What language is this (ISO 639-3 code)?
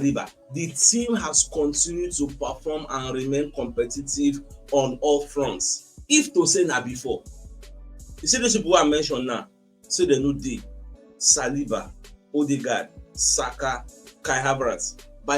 pcm